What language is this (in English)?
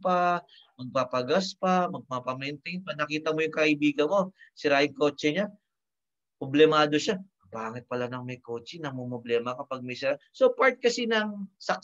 Filipino